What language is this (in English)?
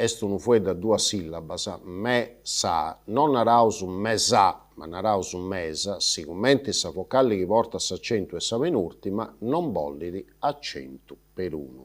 Sardinian